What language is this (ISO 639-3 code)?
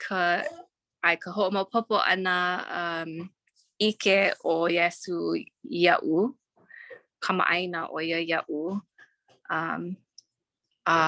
haw